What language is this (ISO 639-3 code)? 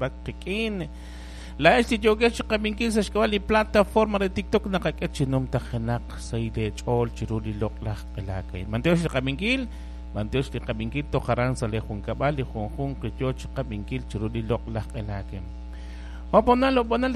kek